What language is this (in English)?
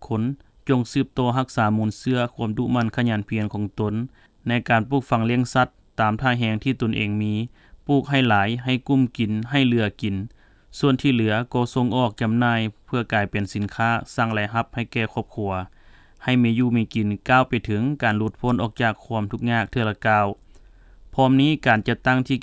Lao